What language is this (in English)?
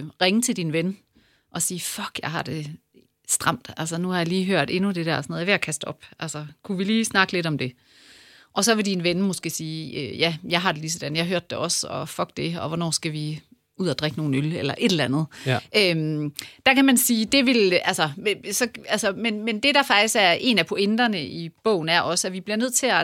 Danish